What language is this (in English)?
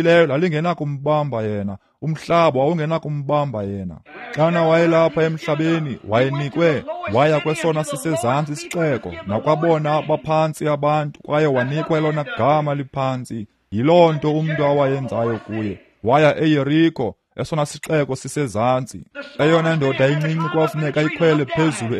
Xhosa